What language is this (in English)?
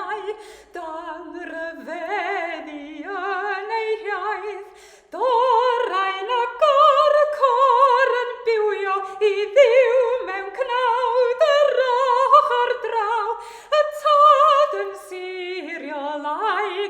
Welsh